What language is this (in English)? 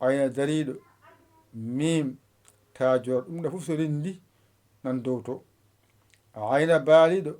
Fula